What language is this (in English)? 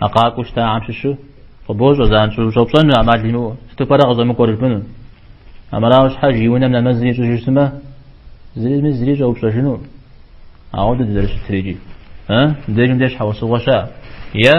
Kabardian